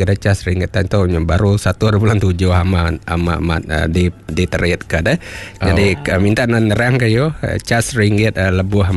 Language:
Malay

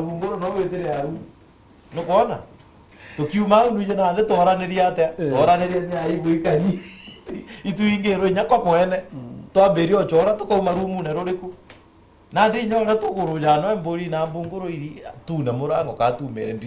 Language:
Meru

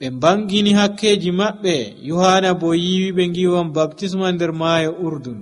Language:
Nigerian Fulfulde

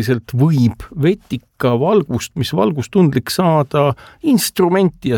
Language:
Estonian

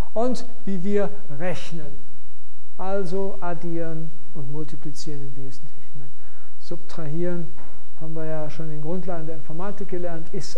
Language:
German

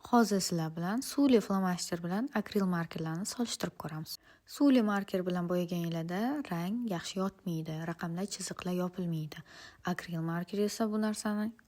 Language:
Uzbek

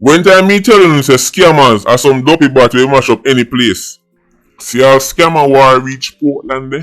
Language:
Jamaican Creole English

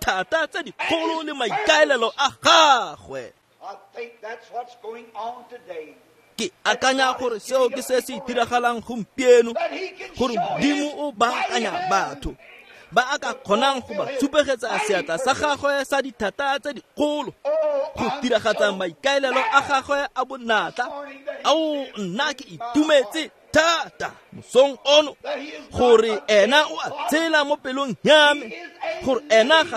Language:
Tswana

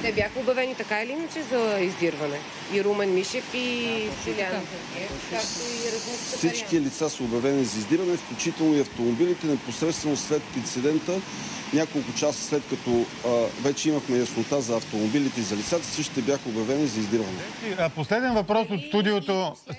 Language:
Bulgarian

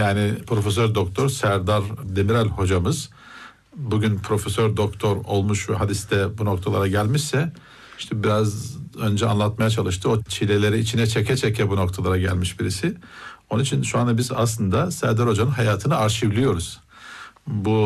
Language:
Turkish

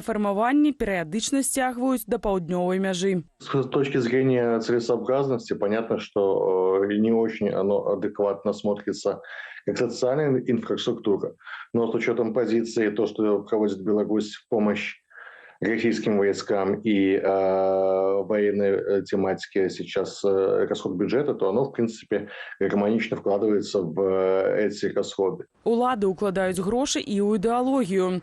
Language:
Belarusian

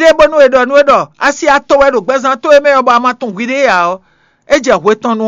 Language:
Fon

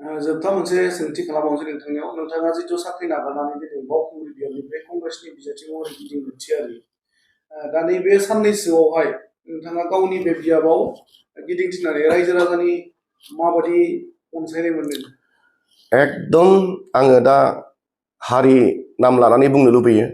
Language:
Bodo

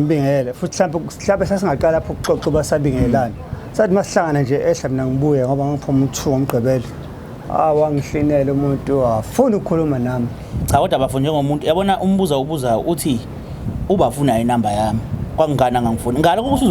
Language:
Zulu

